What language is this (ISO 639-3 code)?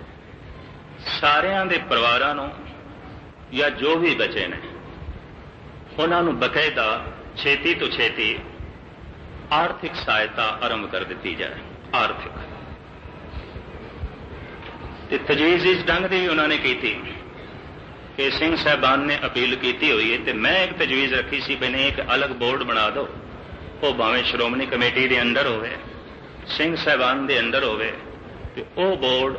pan